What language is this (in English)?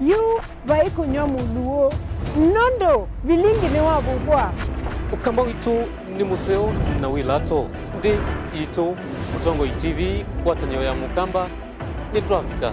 Kamba